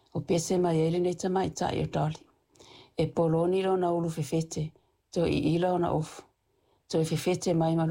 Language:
Samoan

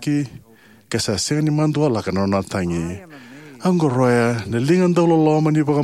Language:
Fijian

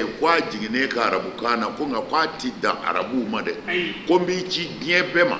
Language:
Bambara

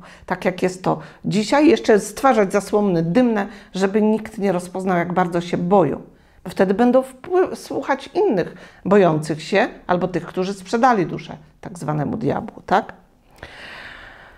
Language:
Polish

